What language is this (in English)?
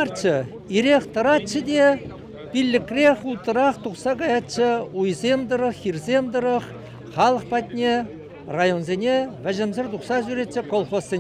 Chuvash